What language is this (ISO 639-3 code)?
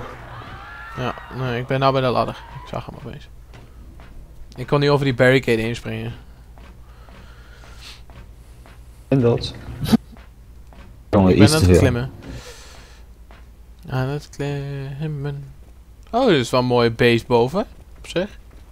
nld